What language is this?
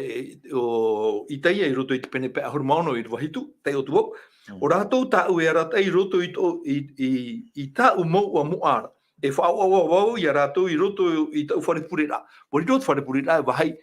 Tahitian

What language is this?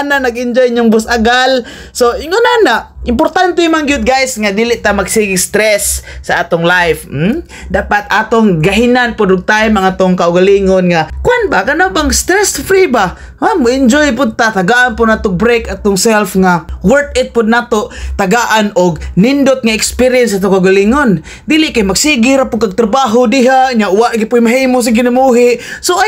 Cebuano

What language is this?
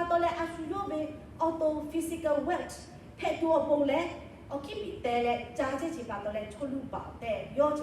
Lahu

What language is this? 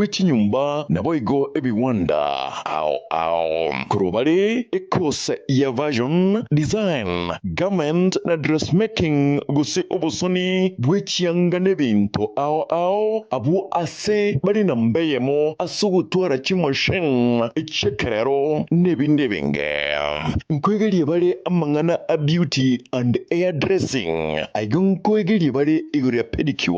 Gusii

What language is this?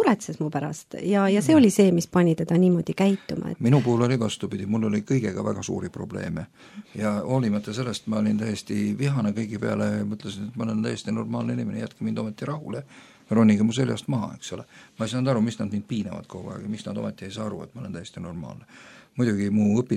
Estonian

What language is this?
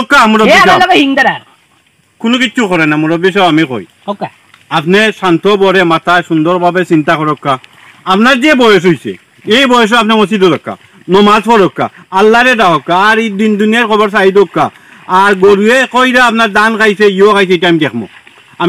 Sylheti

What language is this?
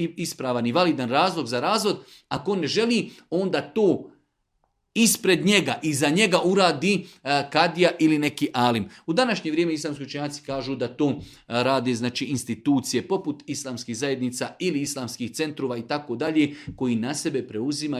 Bosnian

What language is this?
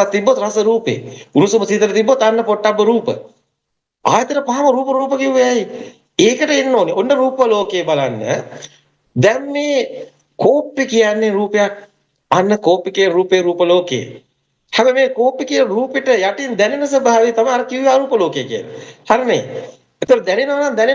Sinhala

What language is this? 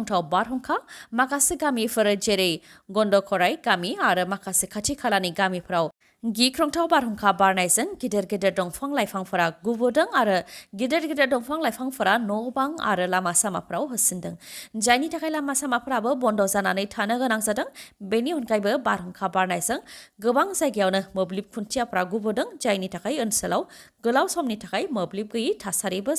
Bodo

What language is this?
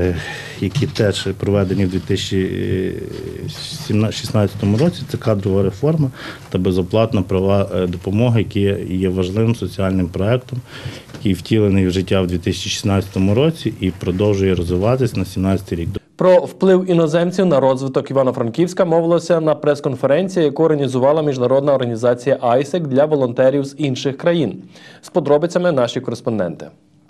Ukrainian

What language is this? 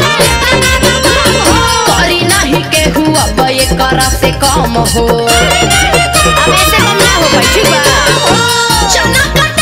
Bhojpuri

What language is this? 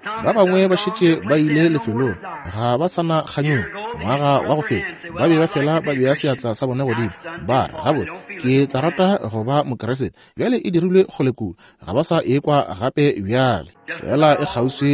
Northern Sotho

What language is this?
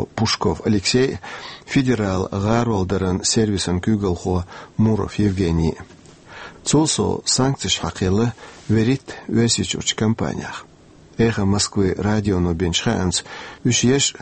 Chechen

